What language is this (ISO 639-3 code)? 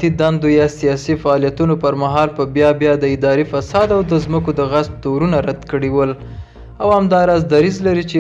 pus